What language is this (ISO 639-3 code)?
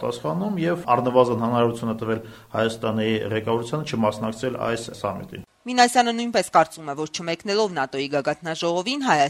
hye